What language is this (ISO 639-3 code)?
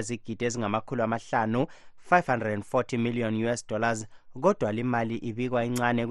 nde